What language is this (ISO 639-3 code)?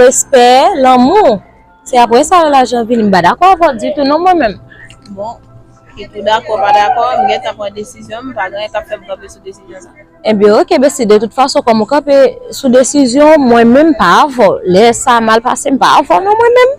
hat